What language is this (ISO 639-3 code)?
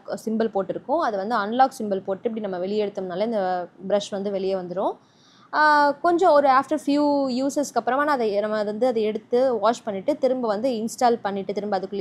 tam